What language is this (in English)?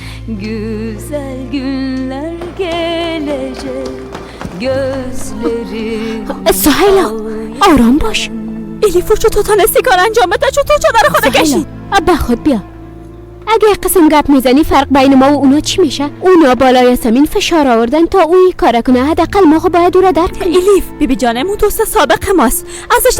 Persian